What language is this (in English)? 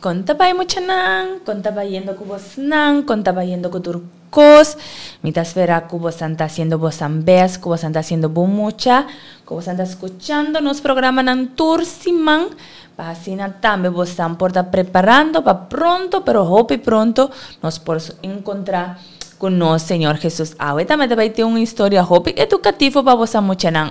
Papiamento